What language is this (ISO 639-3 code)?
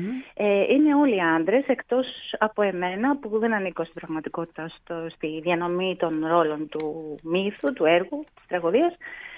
ell